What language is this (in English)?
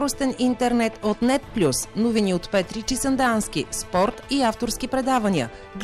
Bulgarian